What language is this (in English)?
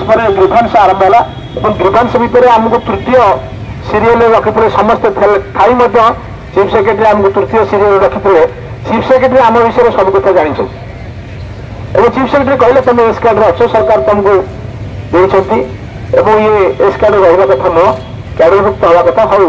Odia